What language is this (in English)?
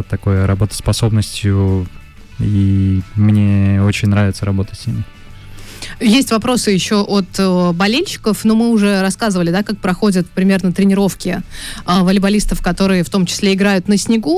Russian